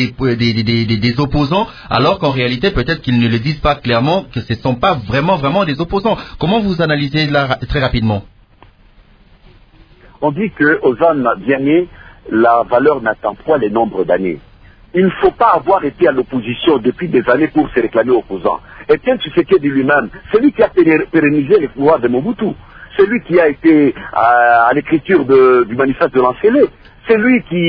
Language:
French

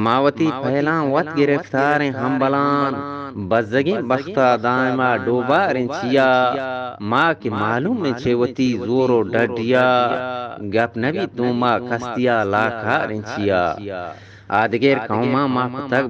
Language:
Eastern Balochi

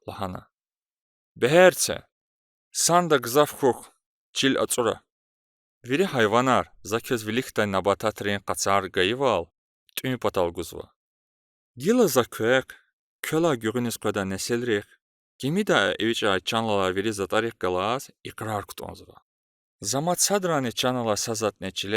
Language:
Lezghian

